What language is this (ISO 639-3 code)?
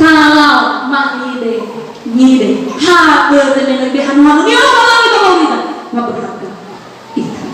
nia